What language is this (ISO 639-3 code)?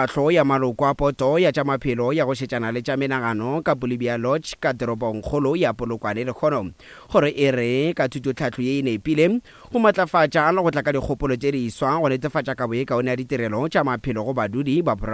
nso